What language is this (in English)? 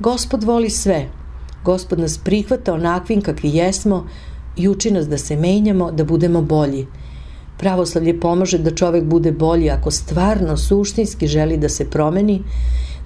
Serbian